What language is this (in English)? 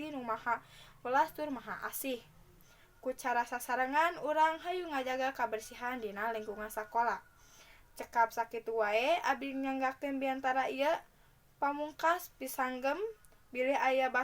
Sundanese